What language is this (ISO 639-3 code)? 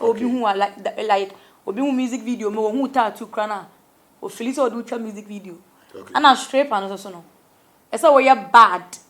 aka